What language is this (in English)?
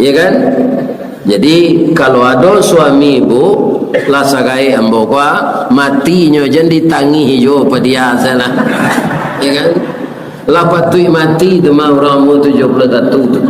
Minangkabau